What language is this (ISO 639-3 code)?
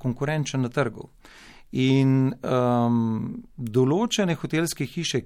slv